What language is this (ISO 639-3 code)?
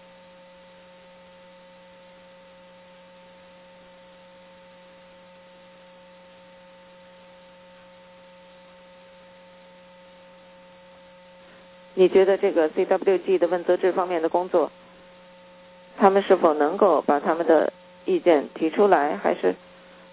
zho